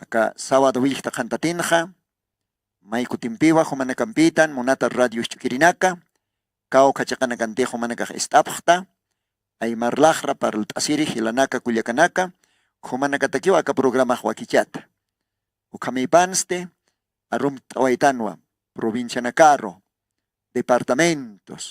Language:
Aymara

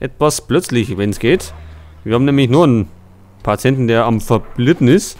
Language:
Bavarian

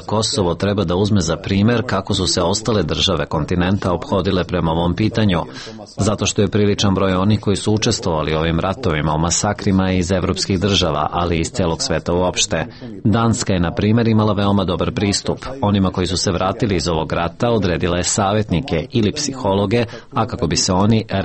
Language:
Serbian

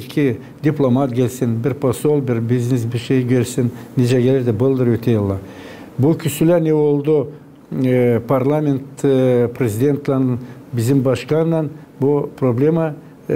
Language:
Gagauz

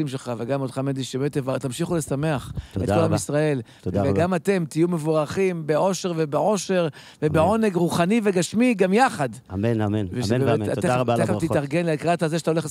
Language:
Hebrew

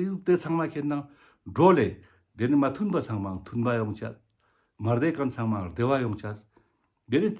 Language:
Ladakhi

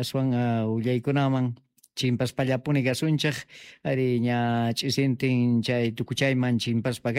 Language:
South Bolivian Quechua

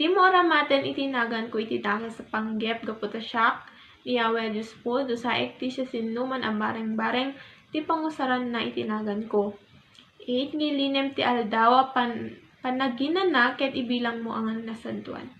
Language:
Iloko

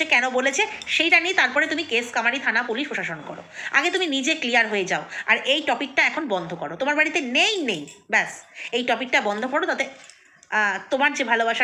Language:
Bangla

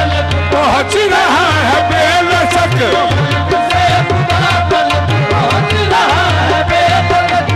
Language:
Hindi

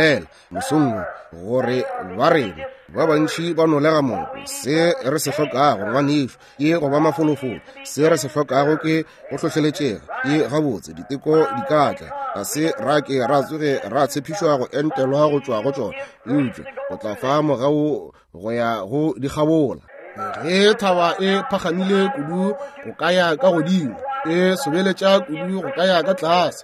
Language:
Northern Sotho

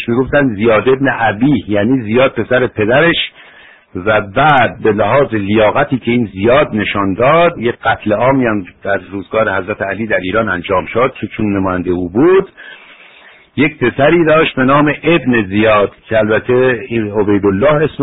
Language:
Persian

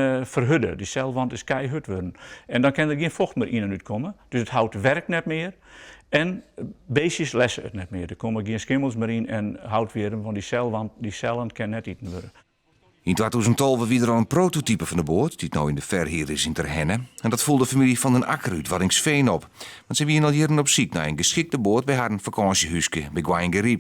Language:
Western Frisian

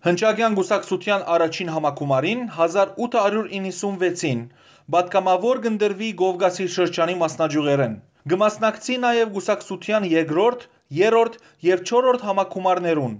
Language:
Western Armenian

